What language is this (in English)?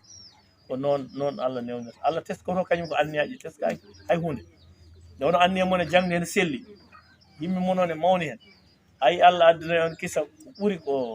Fula